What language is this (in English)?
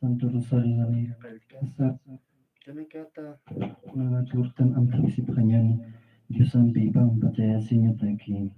Aymara